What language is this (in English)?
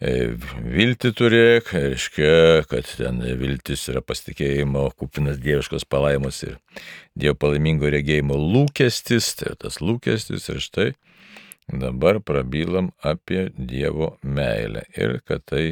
Lithuanian